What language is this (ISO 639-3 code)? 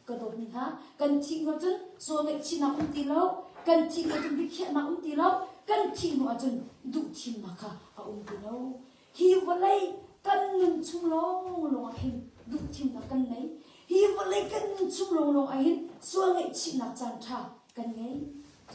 cnh